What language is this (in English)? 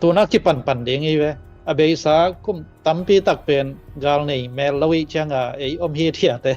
Tedim Chin